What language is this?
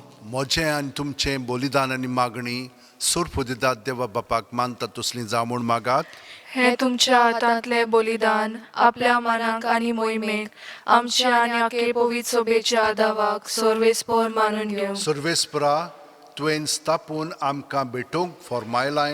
Konkani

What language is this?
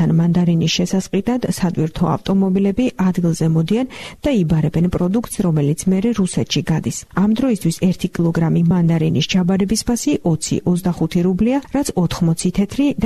Georgian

